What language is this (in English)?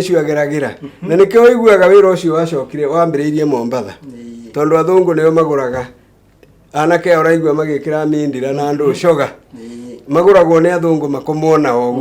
Kikuyu